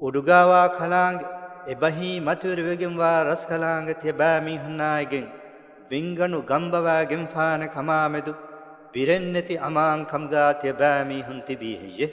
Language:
Divehi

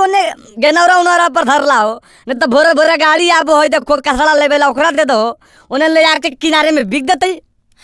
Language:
Magahi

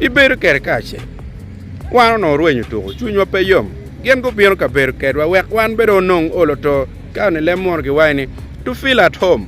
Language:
Acoli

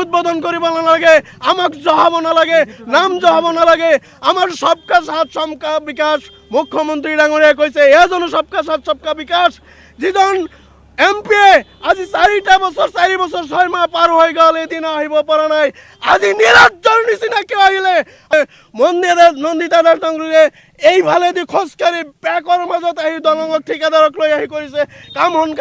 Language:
Assamese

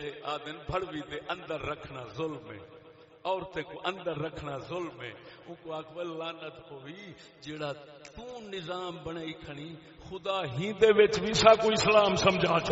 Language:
Saraiki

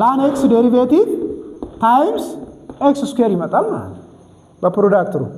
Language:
Amharic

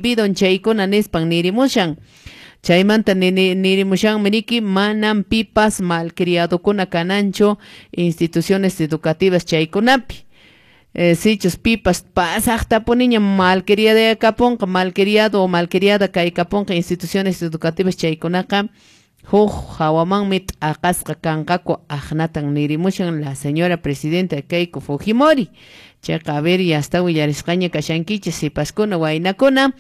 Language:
Quechua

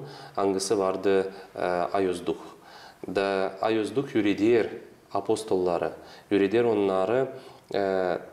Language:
Gagauz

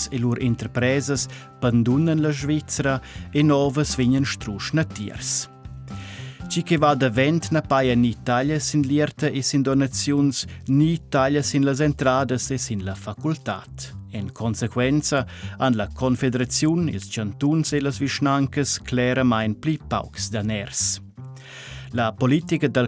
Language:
Romansh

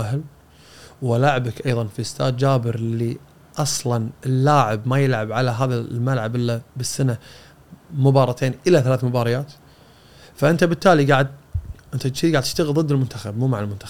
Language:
Gulf Arabic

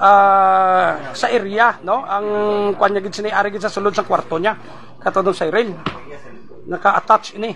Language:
Hiligaynon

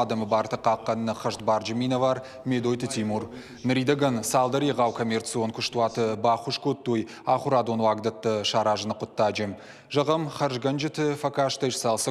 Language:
Ossetic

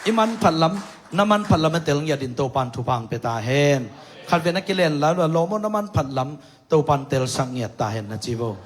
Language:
Tedim Chin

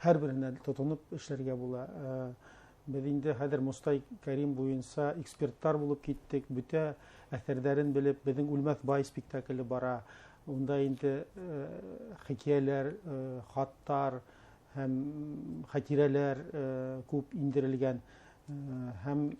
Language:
Bashkir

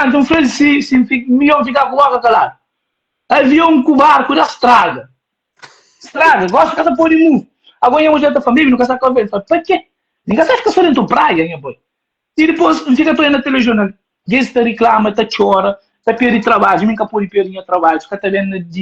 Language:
Kabuverdianu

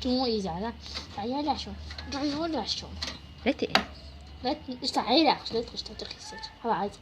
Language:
Chechen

